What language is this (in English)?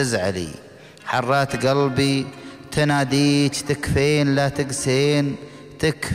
Gulf Arabic